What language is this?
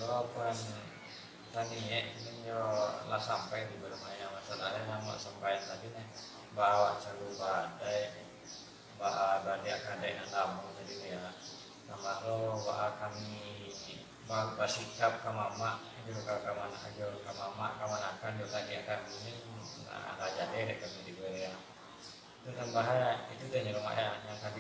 Minangkabau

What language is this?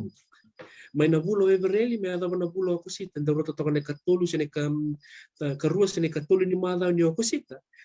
Fijian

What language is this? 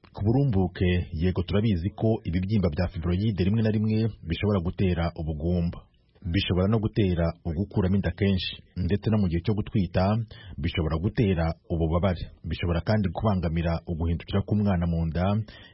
Kinyarwanda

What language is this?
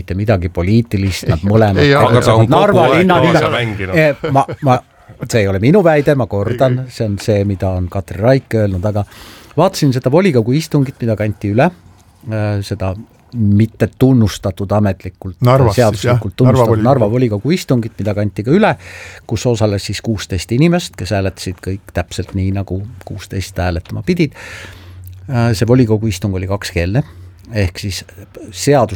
Estonian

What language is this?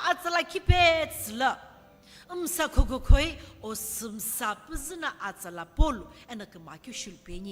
Sumi Naga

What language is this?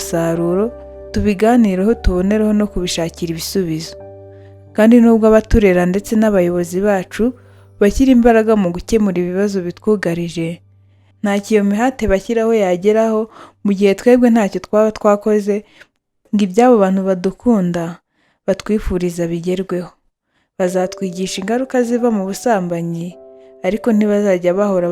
Kinyarwanda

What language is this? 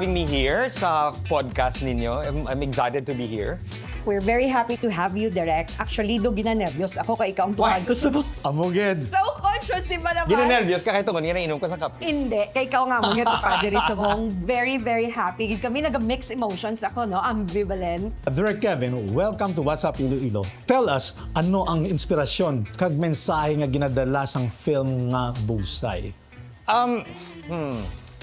Hiligaynon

